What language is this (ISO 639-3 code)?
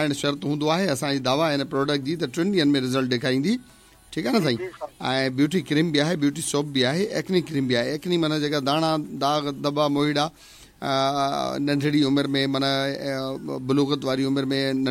snd